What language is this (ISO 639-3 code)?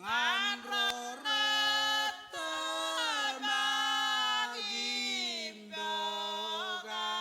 mah